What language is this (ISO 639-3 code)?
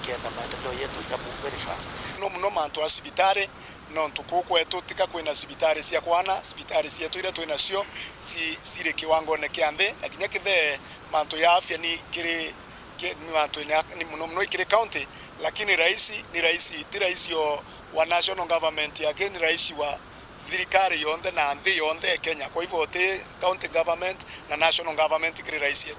mer